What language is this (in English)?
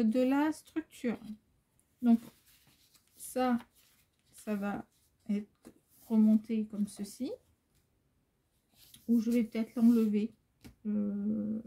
French